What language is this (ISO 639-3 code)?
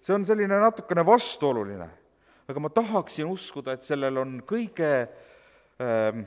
est